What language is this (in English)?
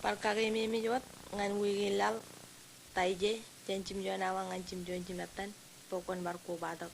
Marshallese